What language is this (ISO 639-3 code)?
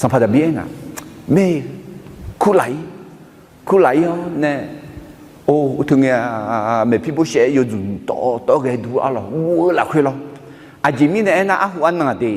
ahk